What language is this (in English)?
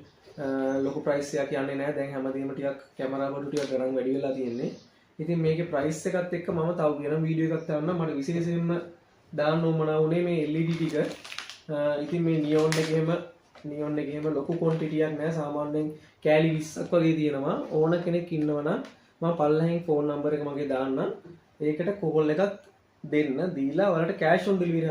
Sinhala